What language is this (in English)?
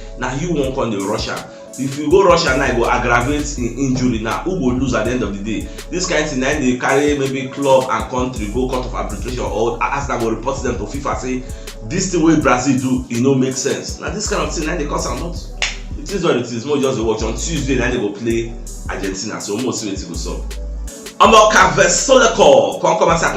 Nigerian Pidgin